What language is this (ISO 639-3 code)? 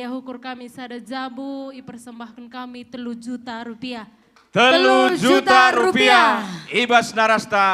btx